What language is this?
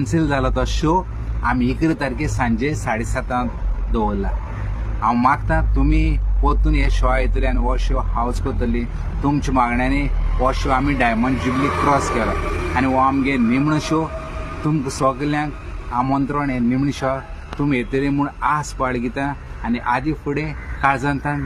Konkani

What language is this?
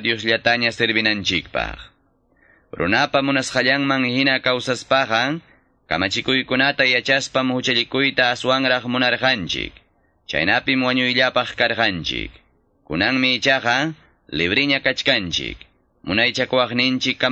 Quechua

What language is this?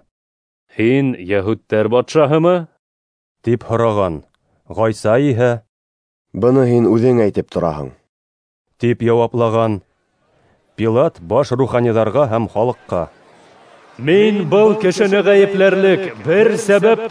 Bashkir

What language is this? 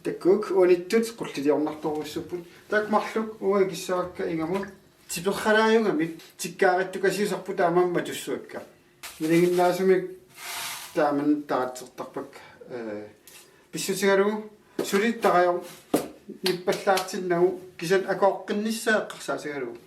Kalaallisut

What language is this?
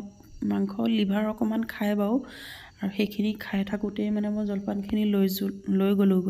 Assamese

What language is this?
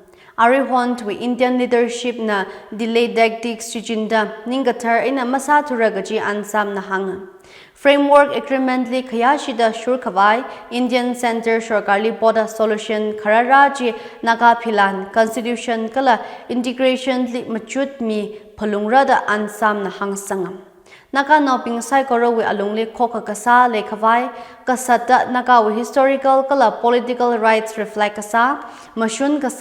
Tangkhul Naga (India)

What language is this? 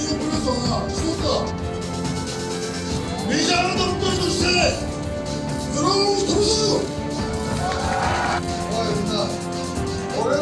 Japanese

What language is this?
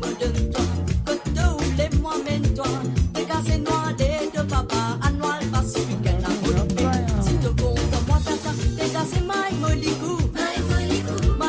Morisyen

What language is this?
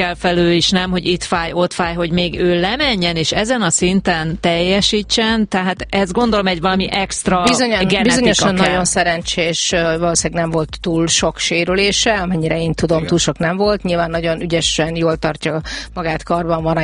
Hungarian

